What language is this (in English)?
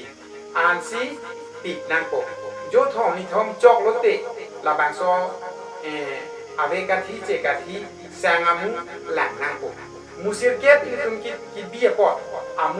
Karbi